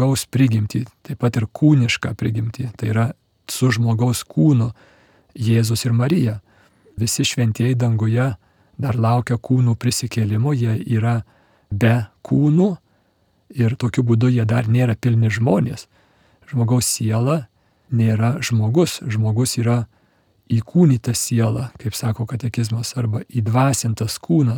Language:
Lithuanian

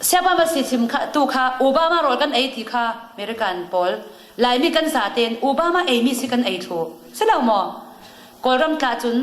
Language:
Falam Chin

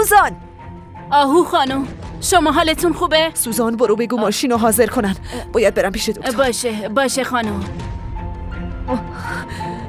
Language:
Persian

